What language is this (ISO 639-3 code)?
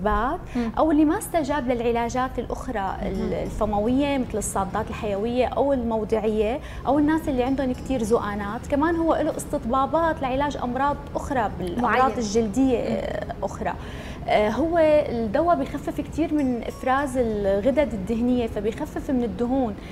apc